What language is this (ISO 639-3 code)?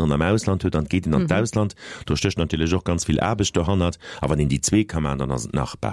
ltz